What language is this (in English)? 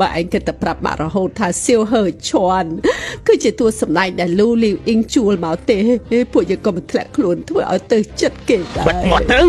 Khmer